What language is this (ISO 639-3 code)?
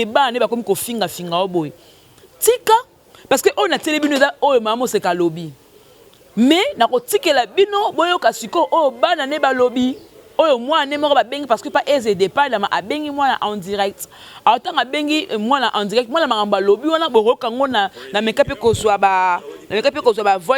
lin